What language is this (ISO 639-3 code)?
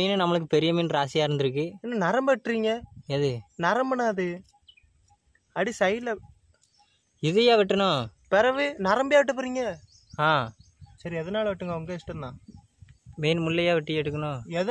tam